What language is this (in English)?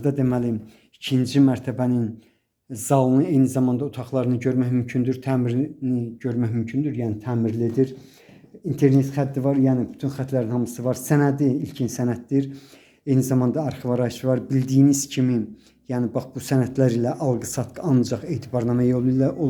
Azerbaijani